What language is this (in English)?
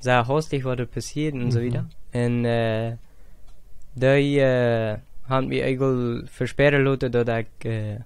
Plautdietsch